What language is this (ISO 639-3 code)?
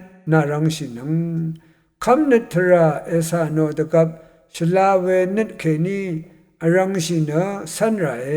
raw